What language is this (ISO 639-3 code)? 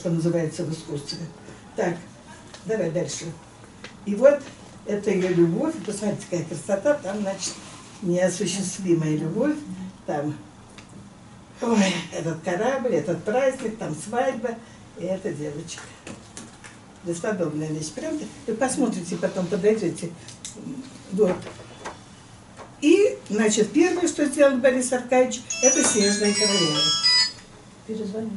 rus